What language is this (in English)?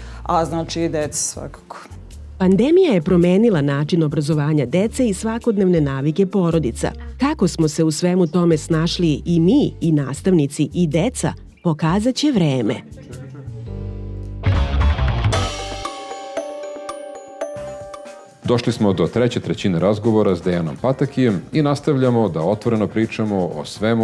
Serbian